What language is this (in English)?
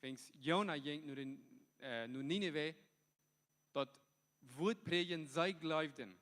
Plautdietsch